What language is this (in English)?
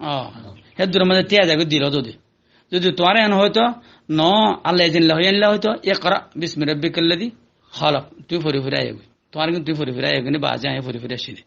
Rohingya